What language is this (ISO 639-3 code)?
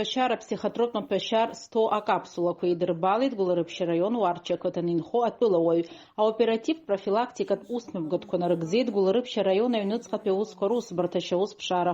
abk